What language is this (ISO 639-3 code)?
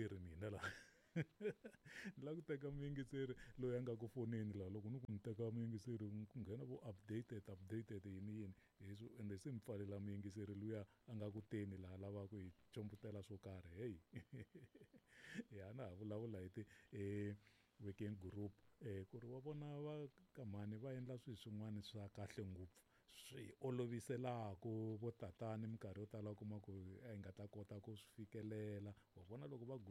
tso